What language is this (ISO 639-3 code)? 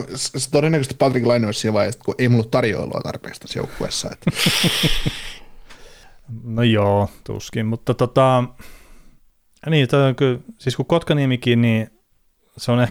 fin